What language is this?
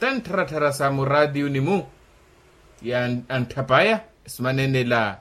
Makhuwa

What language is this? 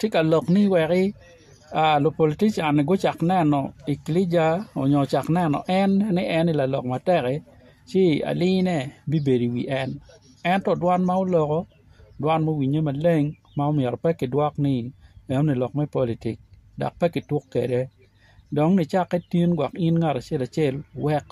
Acoli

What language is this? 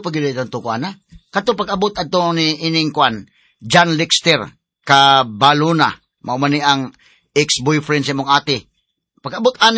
Cebuano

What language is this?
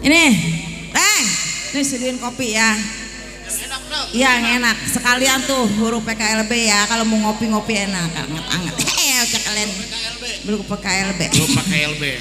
Betawi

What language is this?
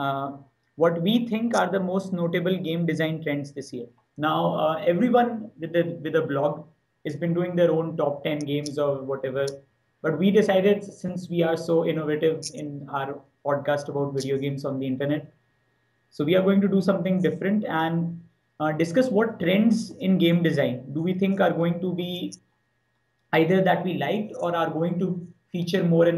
English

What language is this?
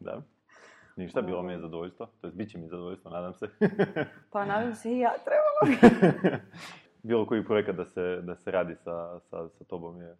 Serbian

